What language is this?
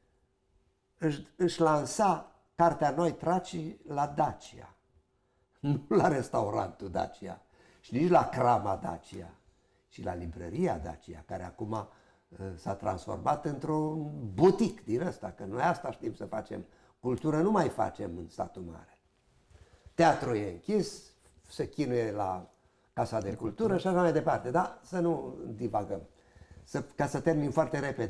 Romanian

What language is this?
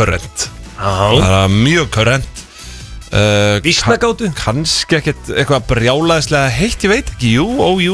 Icelandic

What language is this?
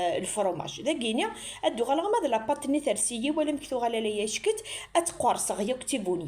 Kabyle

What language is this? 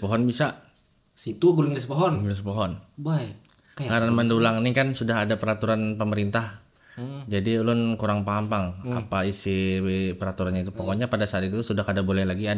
Banjar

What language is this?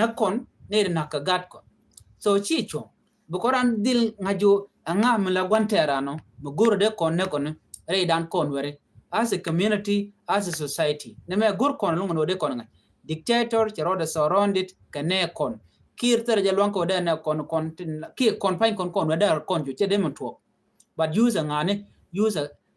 Nuer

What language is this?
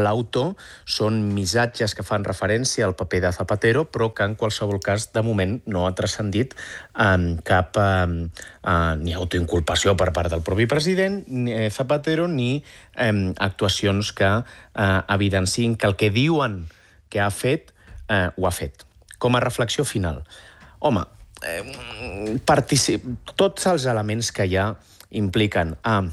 Catalan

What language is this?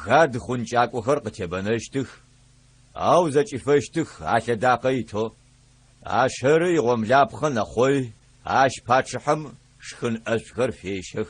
Adyghe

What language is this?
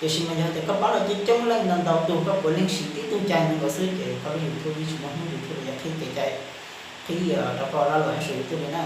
Hmong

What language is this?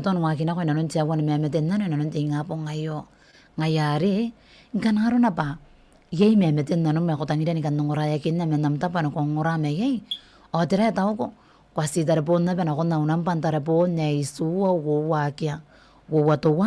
Gilbertese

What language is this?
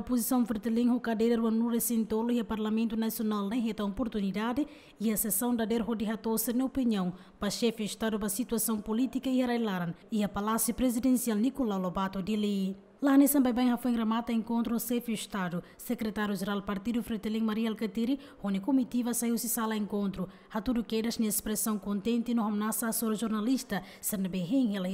Tetum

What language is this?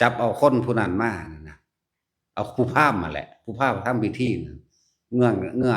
Northeastern Thai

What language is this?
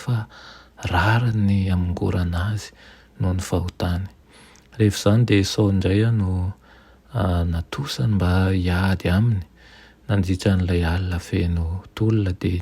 Malagasy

